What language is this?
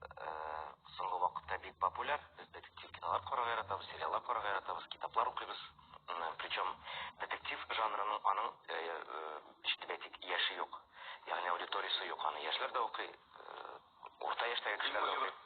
Tatar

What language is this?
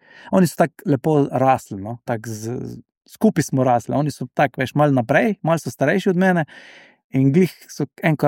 Slovenian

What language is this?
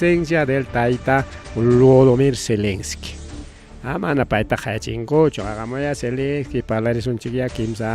Ayacucho Quechua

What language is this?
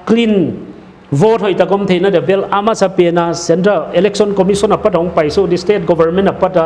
Paite Chin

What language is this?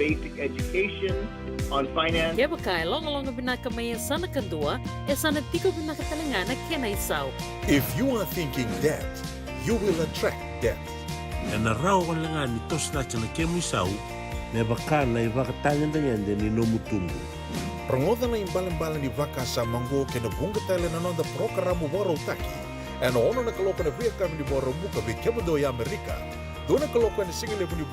Fijian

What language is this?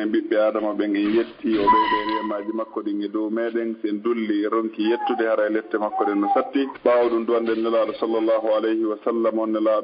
Fula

